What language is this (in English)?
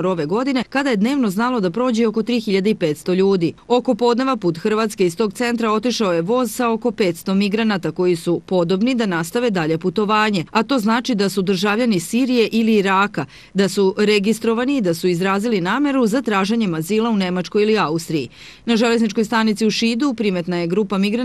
Serbian